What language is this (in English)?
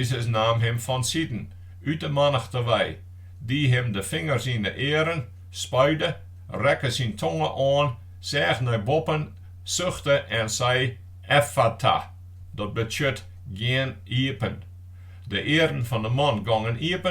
Western Frisian